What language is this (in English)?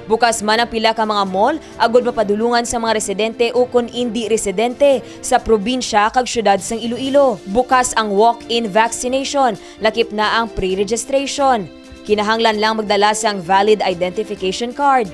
Hiligaynon